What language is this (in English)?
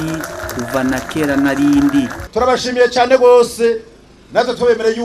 Rundi